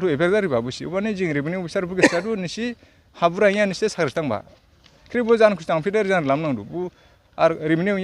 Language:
Dimasa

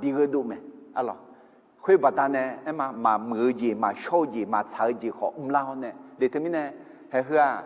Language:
Akha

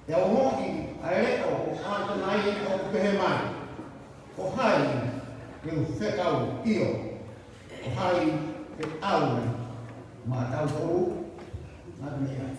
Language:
Tongan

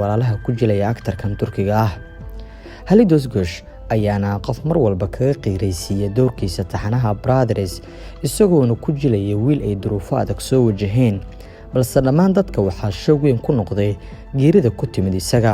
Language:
Somali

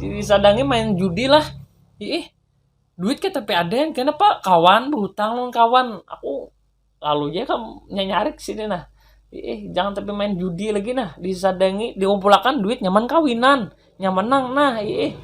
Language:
Banjar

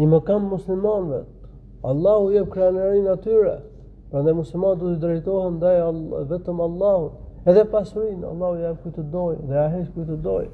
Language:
Albanian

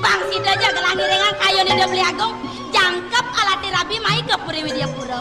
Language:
Balinese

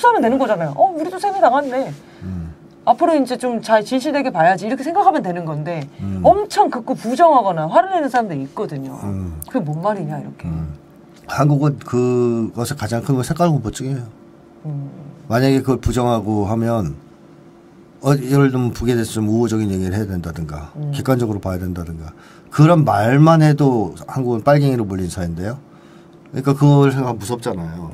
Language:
Korean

